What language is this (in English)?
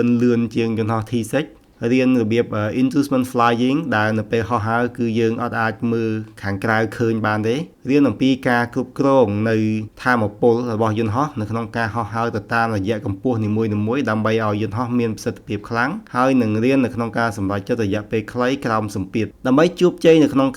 Khmer